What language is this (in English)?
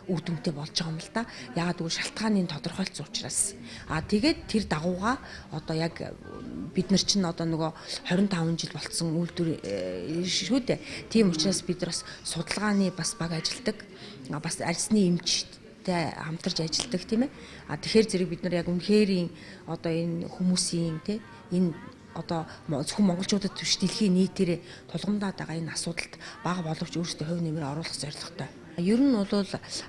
Mongolian